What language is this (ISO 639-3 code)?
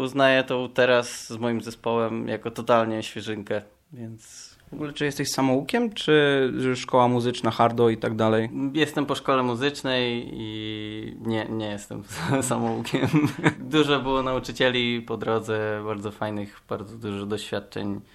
pol